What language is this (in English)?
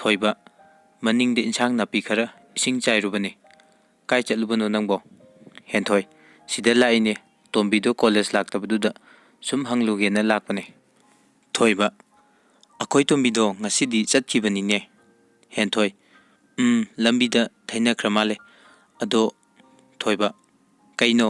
Manipuri